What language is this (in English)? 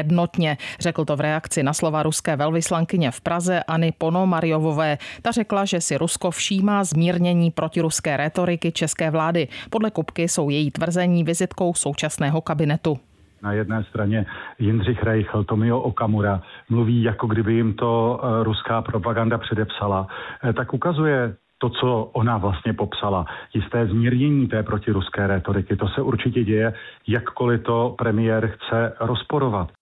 Czech